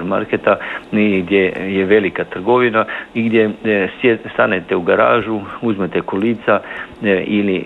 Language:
Croatian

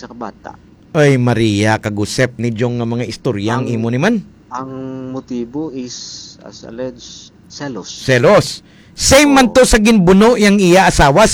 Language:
Hiligaynon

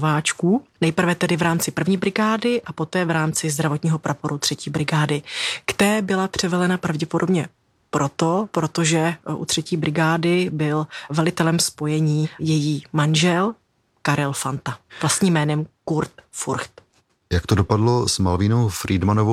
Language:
Czech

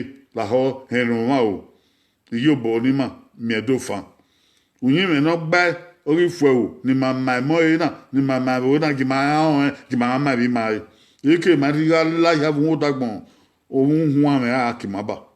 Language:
Bini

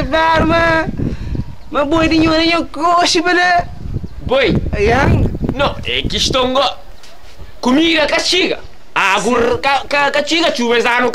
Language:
Kabuverdianu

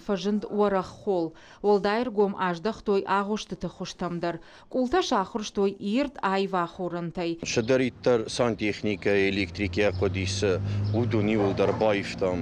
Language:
Ossetic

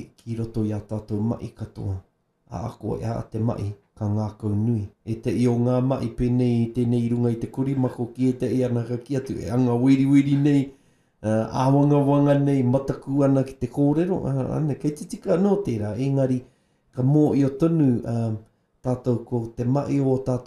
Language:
Māori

